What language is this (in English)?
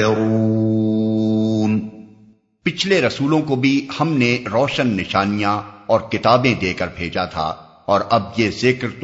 Urdu